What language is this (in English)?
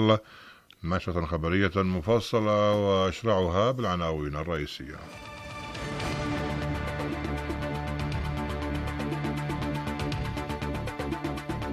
Arabic